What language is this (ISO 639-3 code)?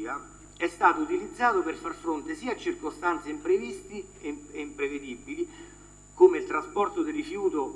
ita